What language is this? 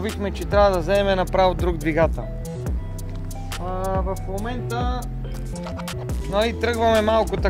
Bulgarian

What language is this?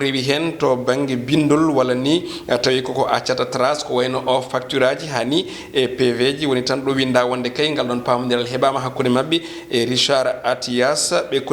Fula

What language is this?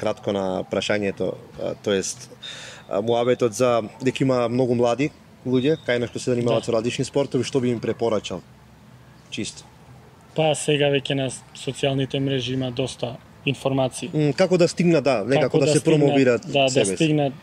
Macedonian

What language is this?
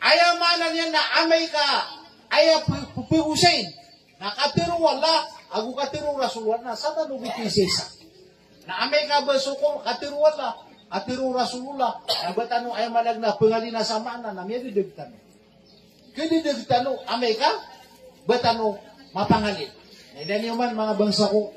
Maranao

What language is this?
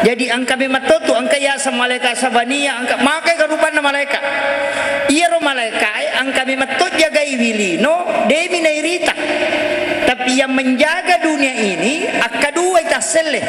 Buginese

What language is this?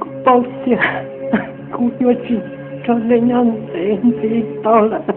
Hmong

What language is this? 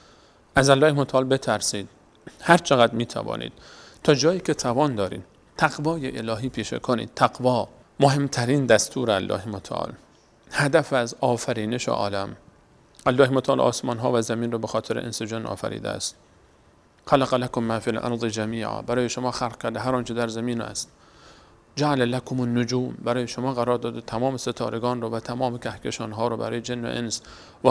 Persian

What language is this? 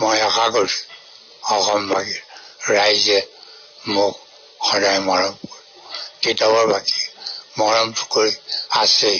Assamese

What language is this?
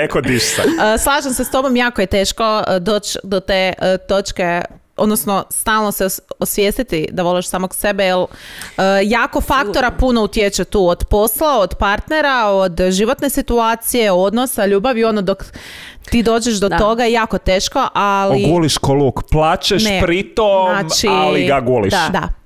Croatian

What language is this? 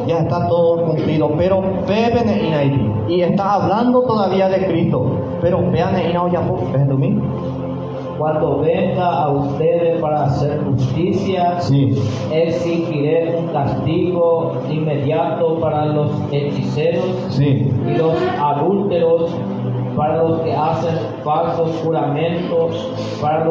Guarani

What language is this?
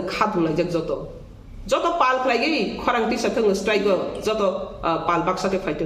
Kok Borok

